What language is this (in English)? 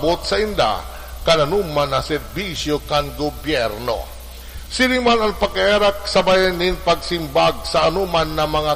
Bikol